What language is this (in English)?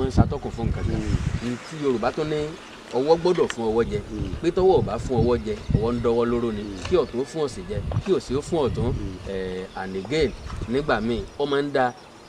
Yoruba